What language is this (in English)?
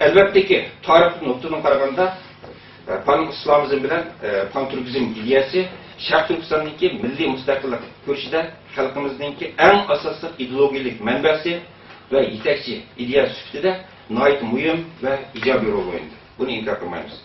Uyghur